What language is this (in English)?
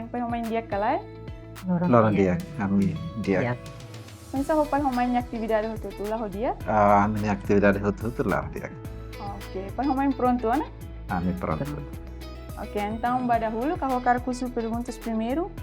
Tetum